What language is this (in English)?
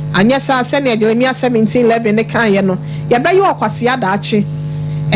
Akan